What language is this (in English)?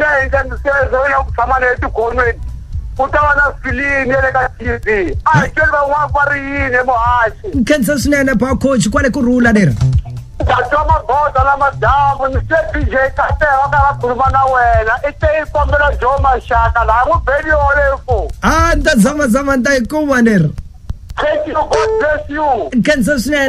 Tsonga